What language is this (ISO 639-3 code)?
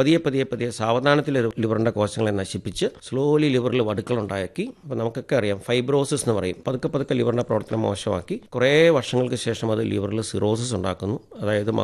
mal